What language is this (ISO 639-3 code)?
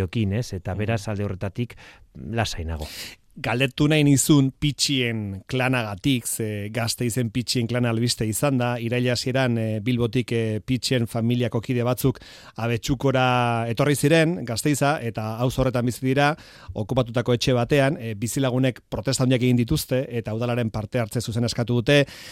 eus